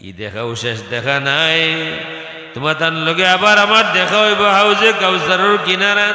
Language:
Sylheti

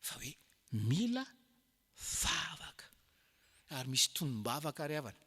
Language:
Malagasy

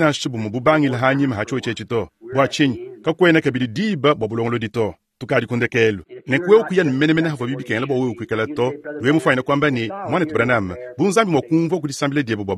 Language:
Luba-Lulua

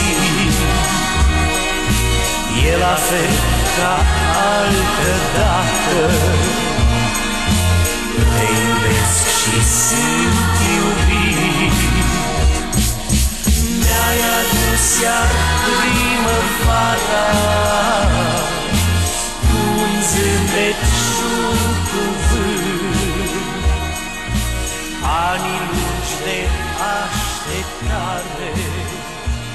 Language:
Romanian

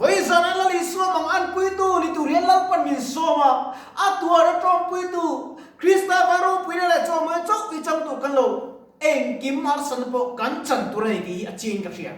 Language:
Mizo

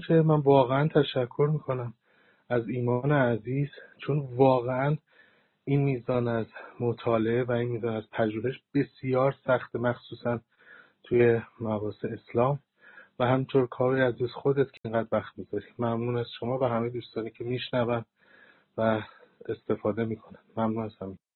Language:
Persian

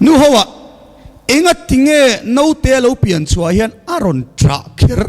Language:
Mizo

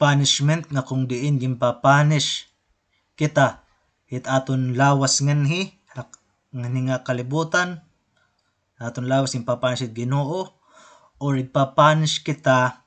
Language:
Waray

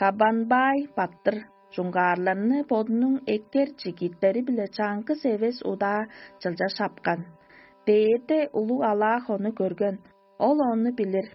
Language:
Tuvinian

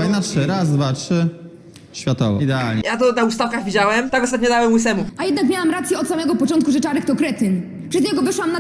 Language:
Polish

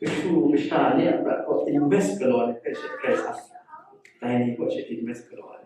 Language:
Kachin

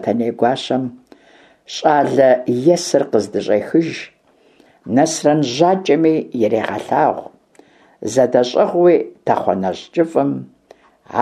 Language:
Kabardian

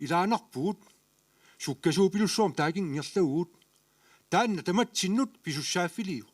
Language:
Kalaallisut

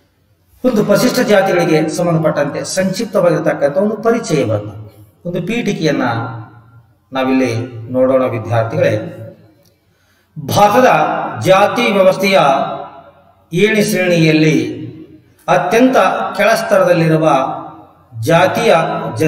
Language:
Kannada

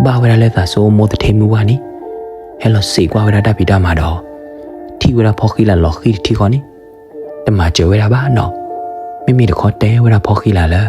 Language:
S'gaw Karen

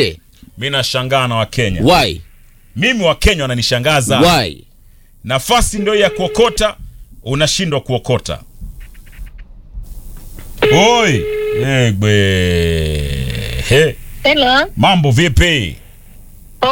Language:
Swahili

